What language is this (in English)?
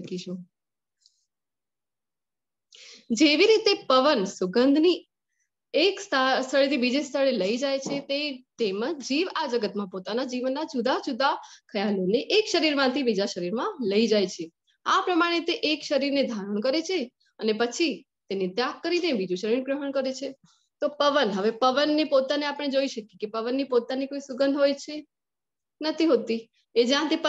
Gujarati